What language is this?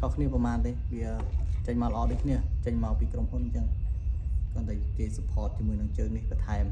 Khmer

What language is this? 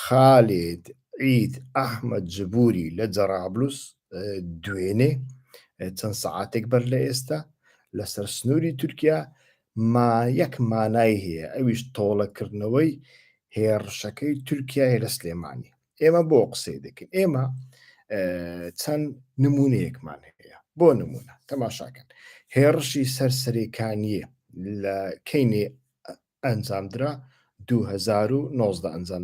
Central Kurdish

